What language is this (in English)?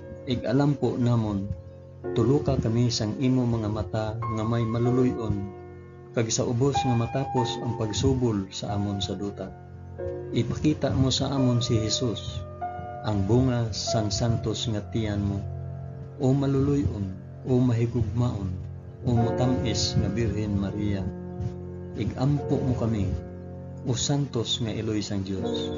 Hiligaynon